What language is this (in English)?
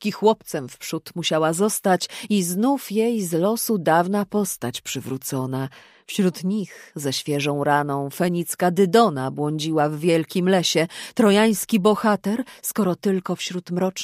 Polish